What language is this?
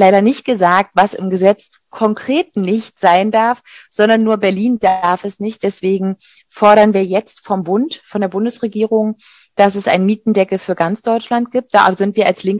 German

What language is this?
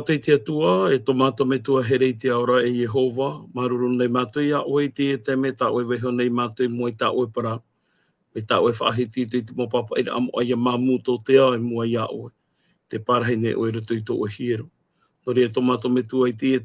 Tahitian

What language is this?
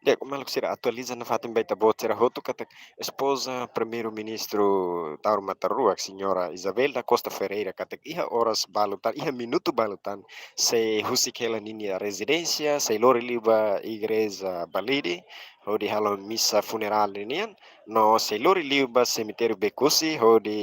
Tetum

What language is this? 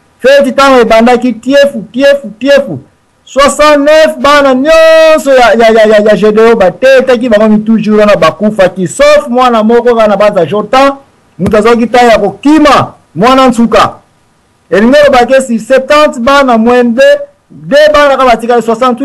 Lingala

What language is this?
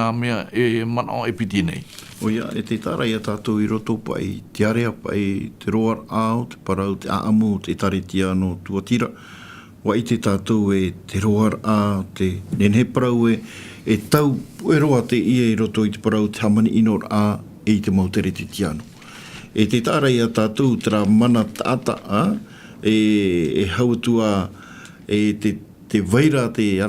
Tahitian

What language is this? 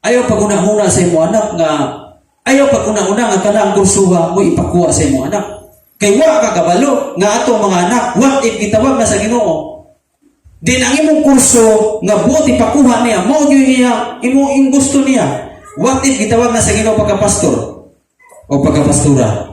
Cebuano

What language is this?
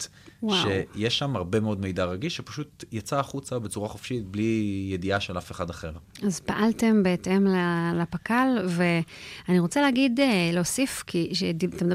Hebrew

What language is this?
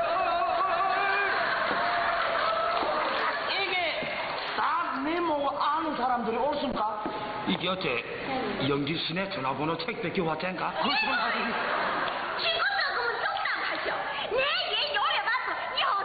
Korean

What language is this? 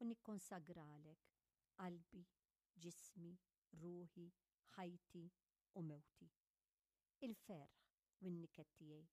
Maltese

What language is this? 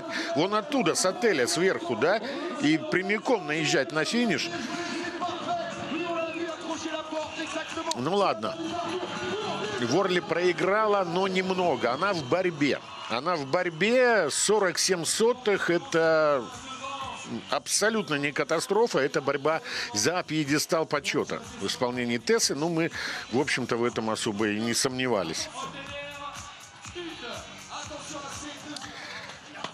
Russian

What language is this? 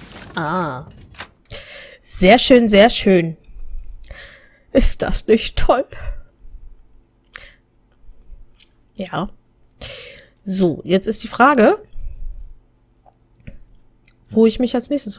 German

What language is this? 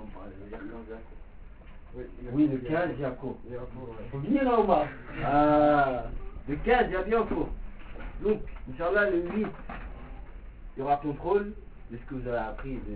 French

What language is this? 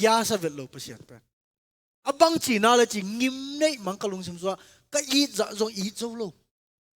Tedim Chin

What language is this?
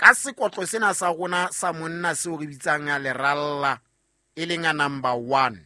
Southern Sotho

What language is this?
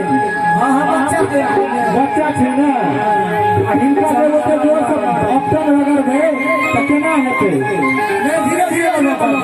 Maithili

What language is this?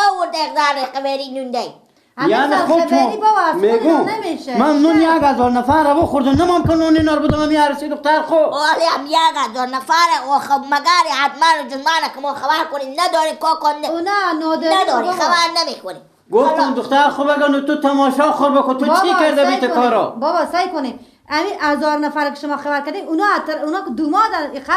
Persian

